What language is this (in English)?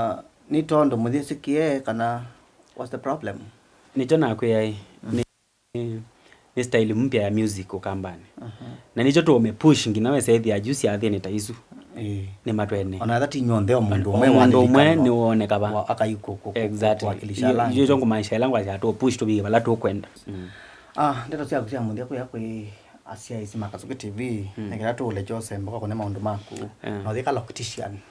Kamba